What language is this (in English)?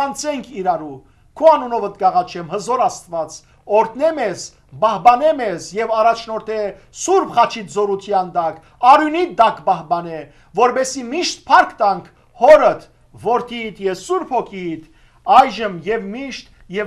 Western Armenian